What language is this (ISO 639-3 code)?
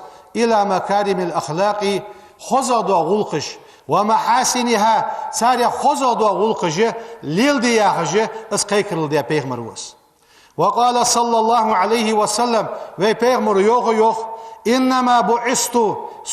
inh